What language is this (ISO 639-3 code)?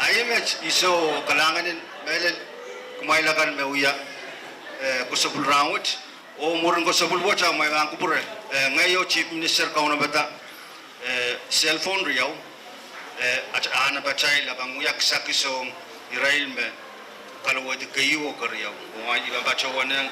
pon